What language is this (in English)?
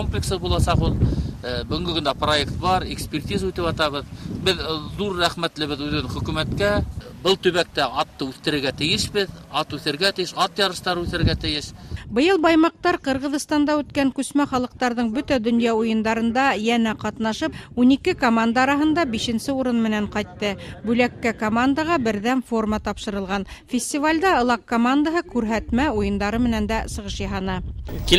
Bashkir